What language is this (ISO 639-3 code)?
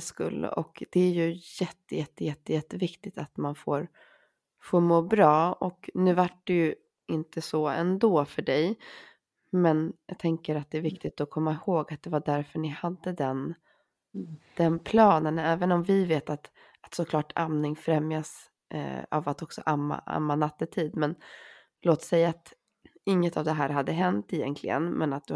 swe